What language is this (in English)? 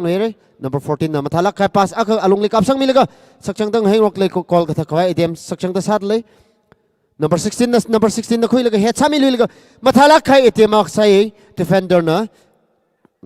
Tangkhul Naga (India)